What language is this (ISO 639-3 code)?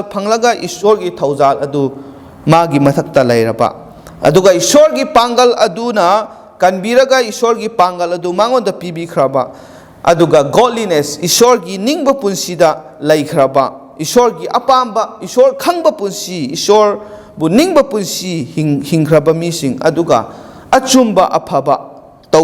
mni